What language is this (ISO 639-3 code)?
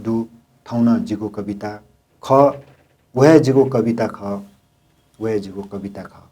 new